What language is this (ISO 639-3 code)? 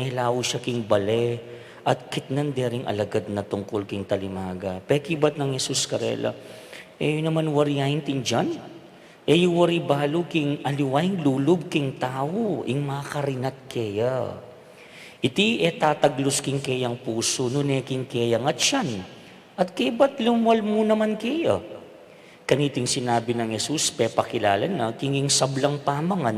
pam